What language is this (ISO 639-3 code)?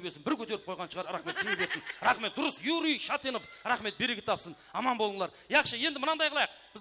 kaa